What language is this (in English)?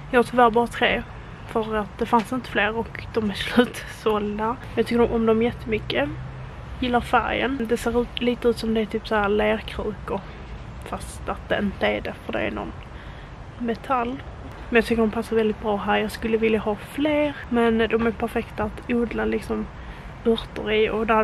Swedish